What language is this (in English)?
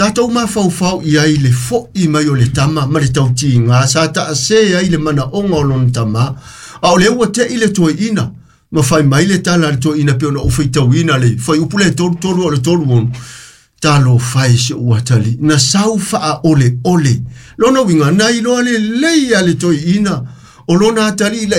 Samoan